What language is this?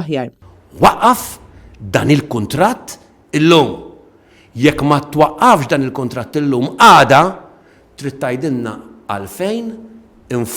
Maltese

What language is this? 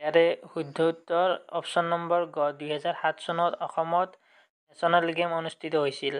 Assamese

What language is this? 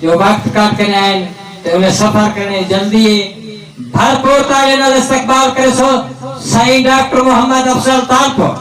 Saraiki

